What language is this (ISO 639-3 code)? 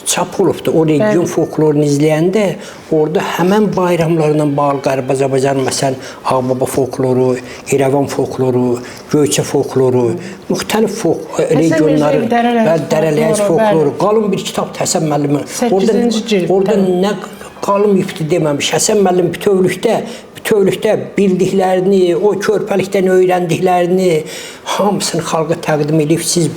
aze